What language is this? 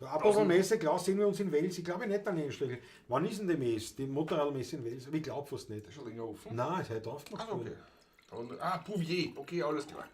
Bavarian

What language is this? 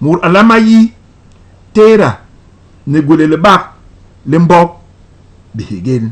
Basaa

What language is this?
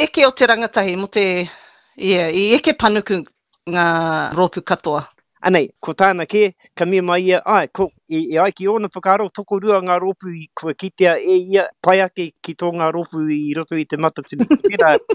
Māori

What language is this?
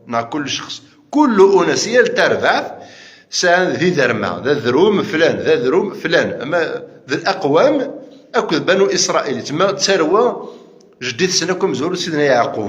Kabyle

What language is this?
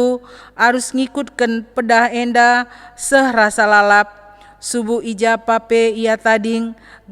Batak Karo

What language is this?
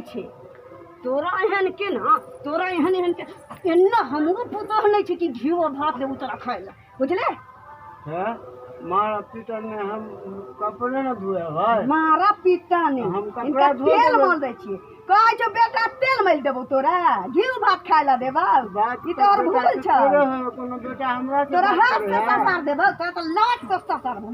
Maithili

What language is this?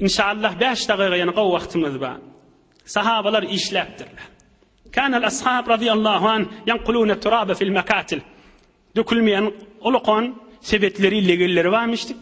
Turkmen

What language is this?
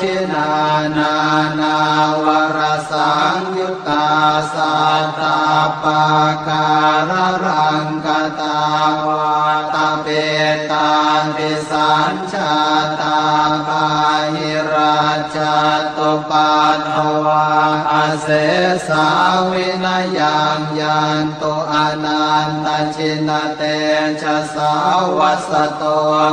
Pali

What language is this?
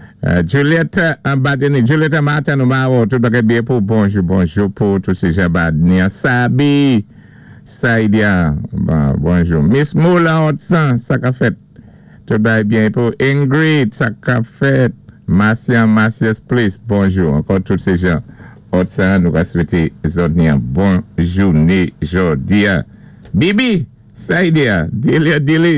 Saint Lucian Creole French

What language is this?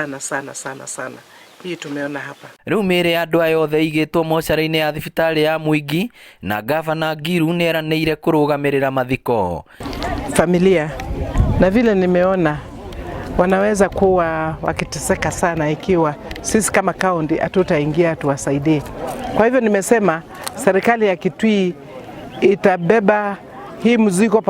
Kikuyu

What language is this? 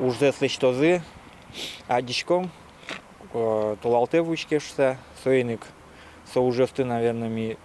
Udmurt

